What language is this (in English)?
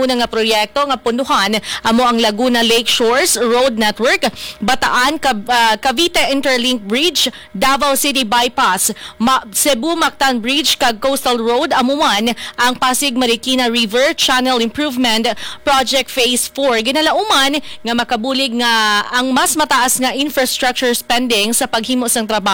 Hiligaynon